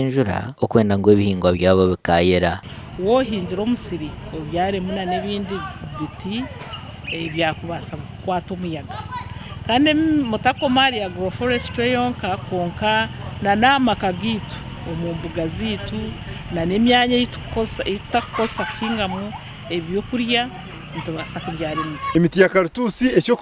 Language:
Nyankole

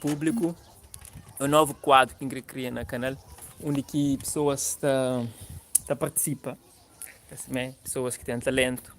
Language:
Kabuverdianu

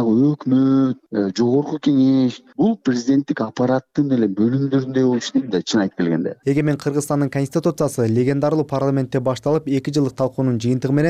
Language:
Kyrgyz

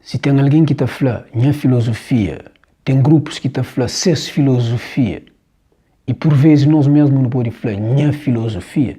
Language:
Kabuverdianu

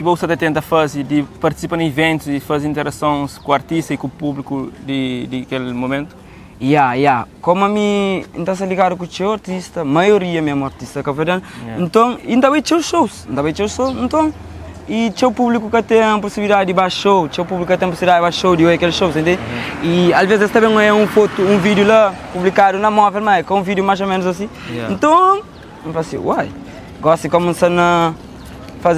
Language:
Kabuverdianu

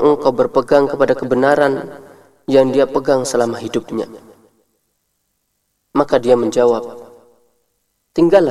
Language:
Indonesian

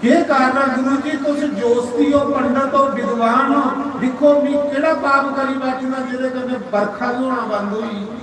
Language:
Dogri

